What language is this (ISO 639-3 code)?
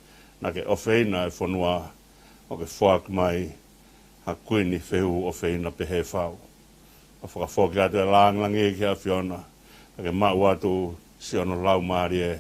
ton